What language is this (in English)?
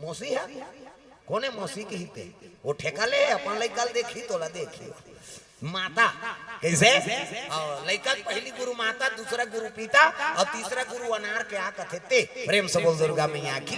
Chhattisgarhi